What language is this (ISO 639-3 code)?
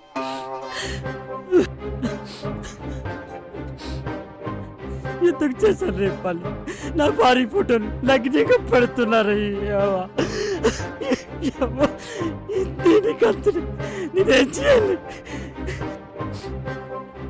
tel